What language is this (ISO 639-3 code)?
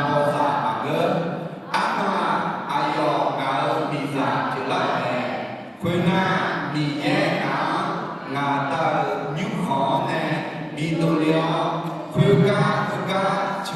ahk